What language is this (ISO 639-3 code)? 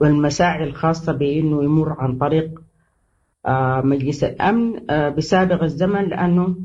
apd